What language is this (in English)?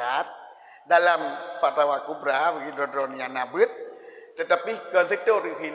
Achinese